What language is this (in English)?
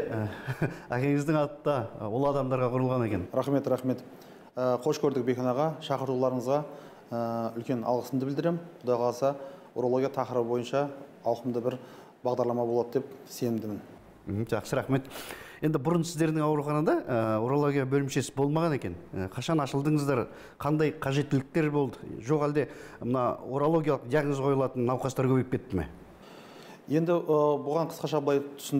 Kazakh